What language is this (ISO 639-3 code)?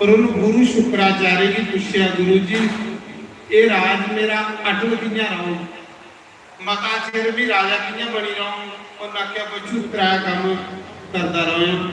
doi